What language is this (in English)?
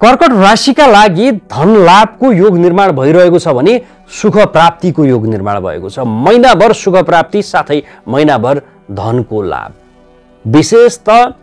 Nepali